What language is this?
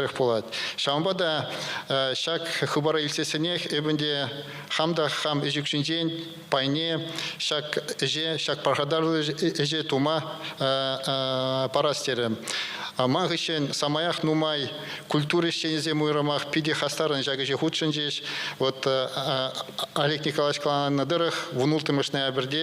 Chuvash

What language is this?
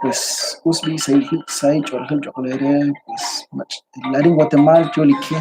Kekchí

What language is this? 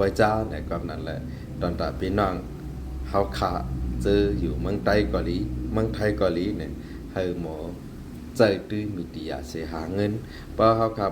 Shan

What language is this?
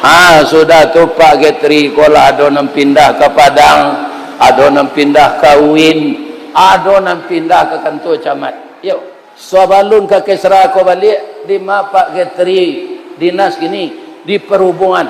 Minangkabau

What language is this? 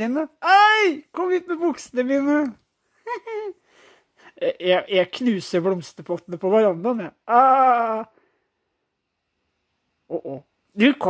Norwegian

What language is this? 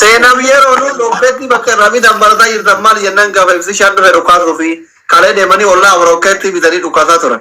Oromo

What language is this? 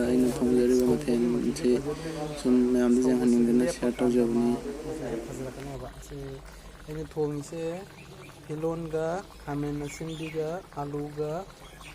Manipuri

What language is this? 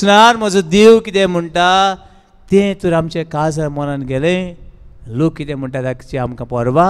Konkani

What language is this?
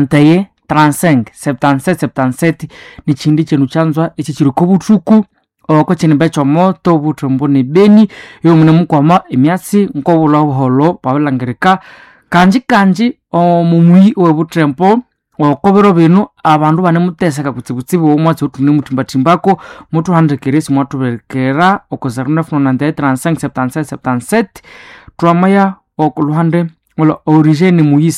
Nande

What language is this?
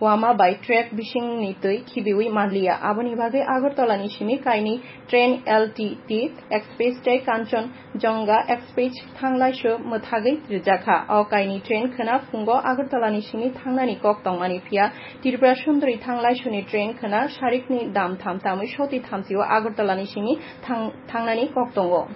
Kok Borok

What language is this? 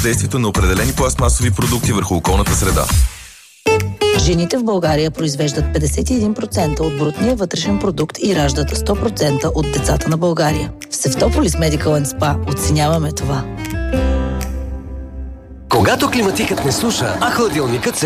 Bulgarian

